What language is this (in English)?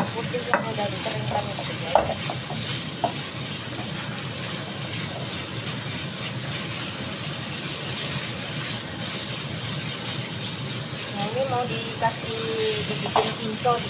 Indonesian